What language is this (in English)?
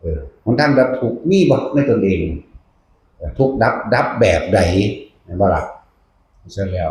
Northeastern Thai